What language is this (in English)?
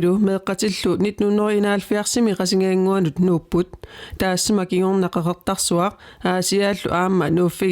Kalaallisut